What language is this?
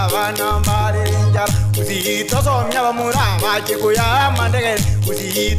Gusii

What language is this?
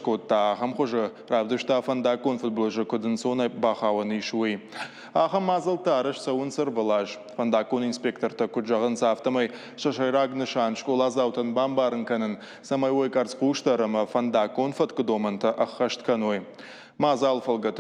Ossetic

